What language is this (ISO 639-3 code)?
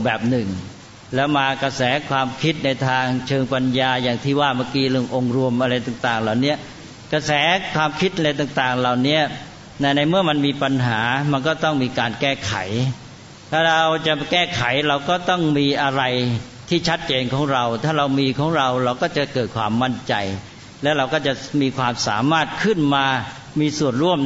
tha